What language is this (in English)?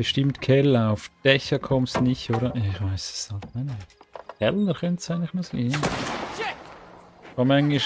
Swiss German